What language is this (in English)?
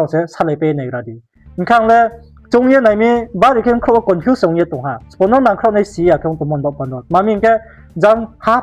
Riang (India)